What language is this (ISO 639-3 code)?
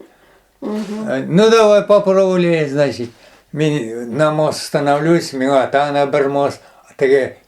tat